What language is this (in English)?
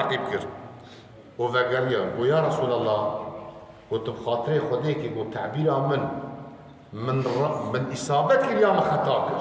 Kurdish